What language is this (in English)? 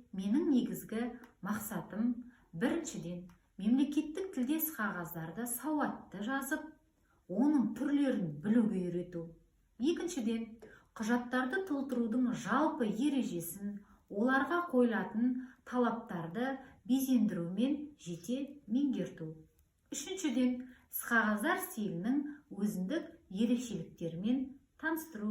Kazakh